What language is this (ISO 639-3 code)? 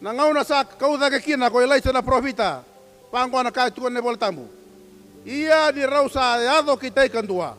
fij